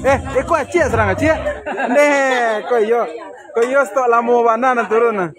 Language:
Minangkabau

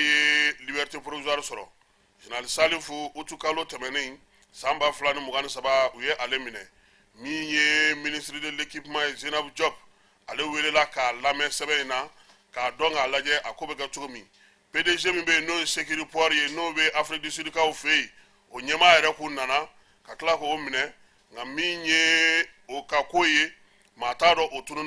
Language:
Bambara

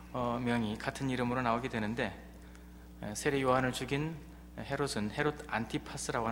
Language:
Korean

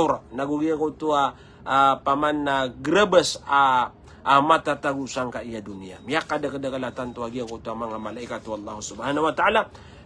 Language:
Maranao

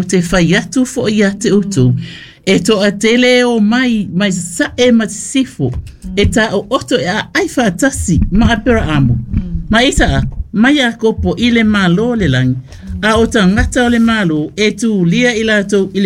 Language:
Samoan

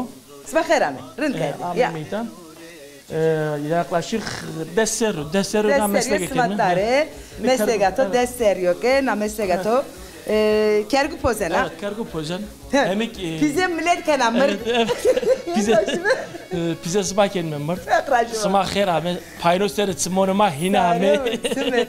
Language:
Zaza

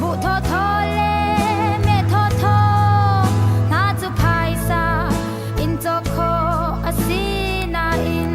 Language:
Hakha Chin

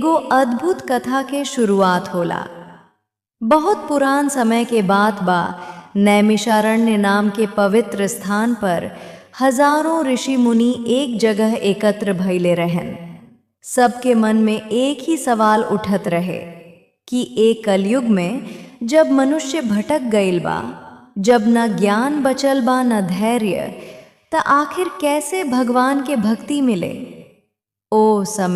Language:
Bhojpuri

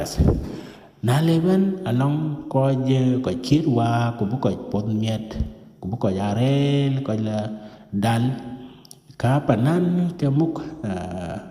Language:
Dinka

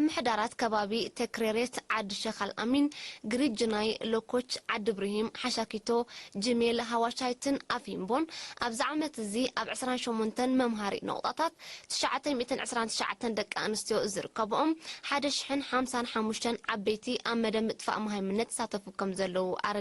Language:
Tigrinya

